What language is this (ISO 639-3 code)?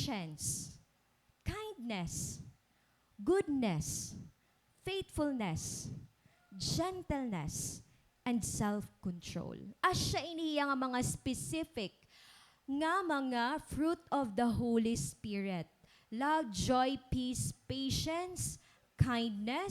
war